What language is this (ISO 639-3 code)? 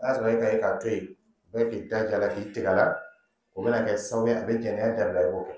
dyu